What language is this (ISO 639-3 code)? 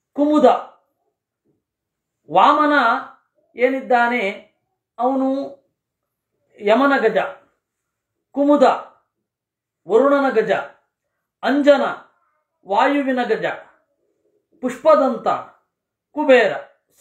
kan